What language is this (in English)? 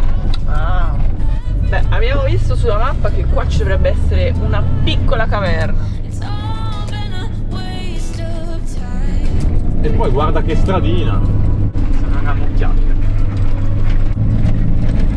Italian